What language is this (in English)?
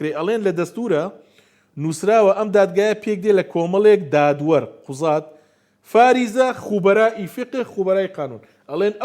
Central Kurdish